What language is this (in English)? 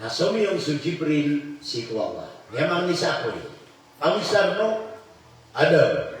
Maranao